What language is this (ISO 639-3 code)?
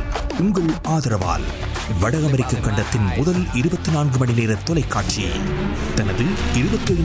tam